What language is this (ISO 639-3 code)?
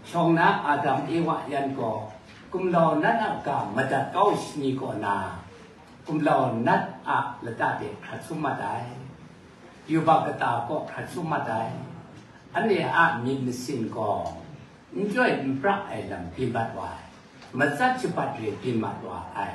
kac